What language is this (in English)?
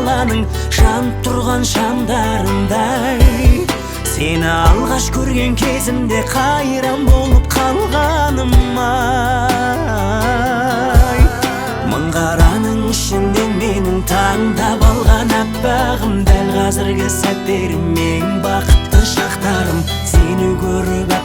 Kazakh